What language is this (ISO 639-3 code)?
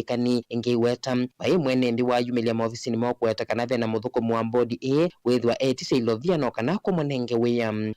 kam